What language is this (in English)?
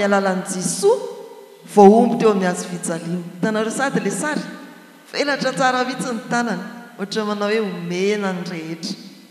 Malagasy